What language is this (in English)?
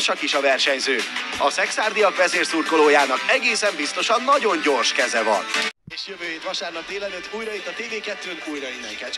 Hungarian